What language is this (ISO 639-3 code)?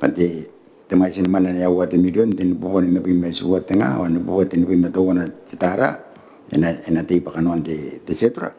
gil